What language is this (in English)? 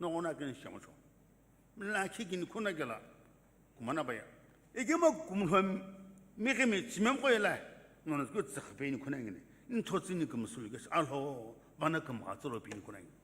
Sumi Naga